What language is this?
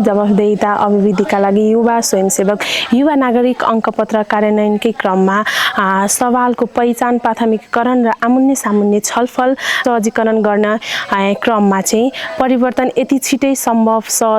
Nepali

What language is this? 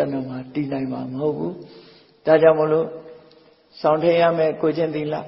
Burmese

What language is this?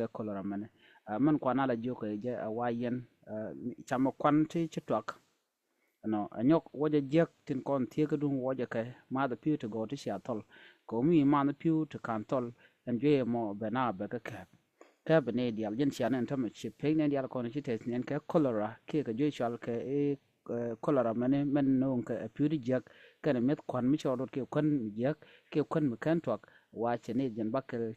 Nuer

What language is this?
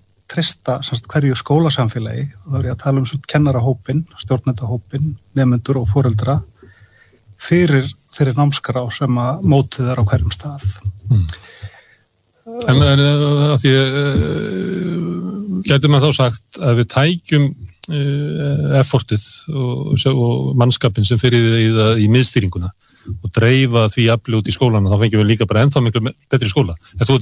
Icelandic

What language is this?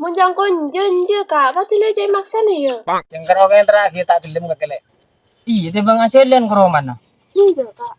Madurese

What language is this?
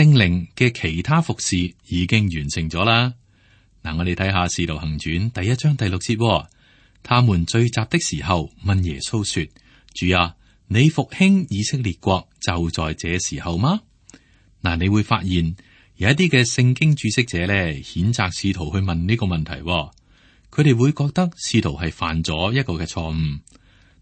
Cantonese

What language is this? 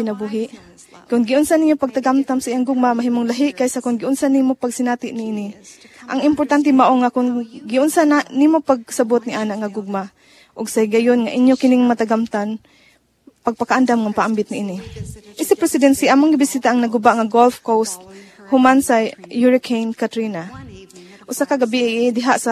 Cebuano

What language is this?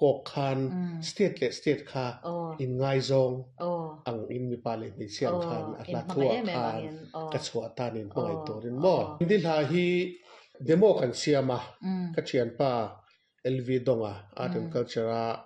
Mizo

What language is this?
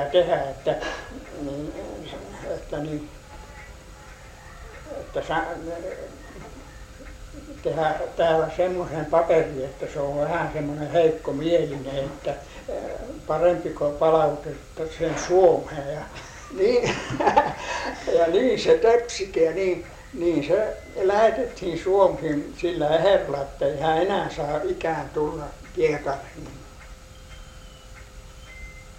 Finnish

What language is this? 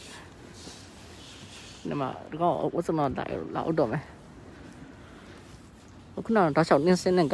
Burmese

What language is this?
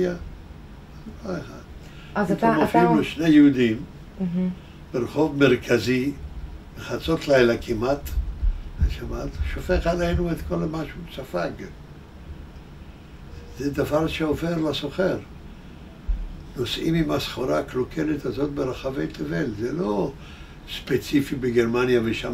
Hebrew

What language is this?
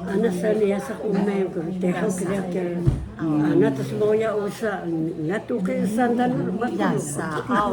Atayal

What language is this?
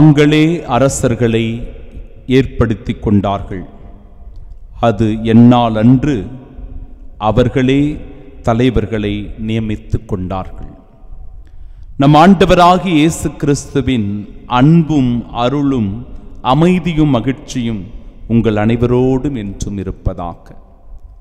Tamil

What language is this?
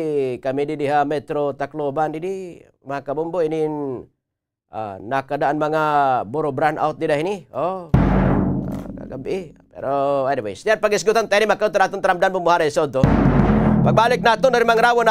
Waray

